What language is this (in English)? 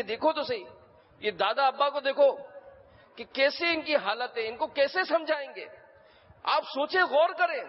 Urdu